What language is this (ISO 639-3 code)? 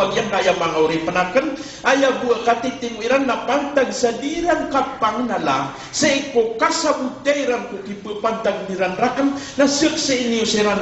mrw